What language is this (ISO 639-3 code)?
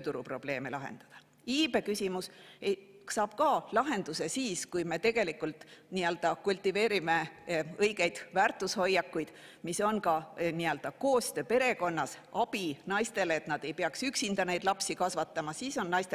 est